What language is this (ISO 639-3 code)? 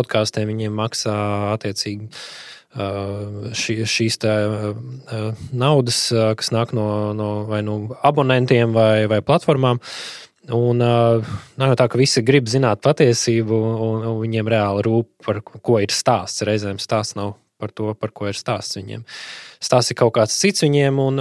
lav